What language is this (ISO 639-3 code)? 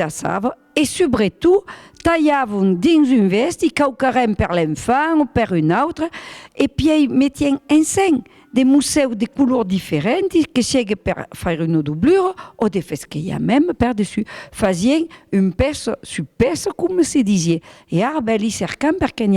oci